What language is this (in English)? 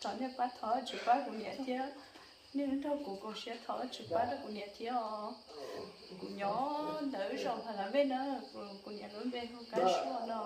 Hmong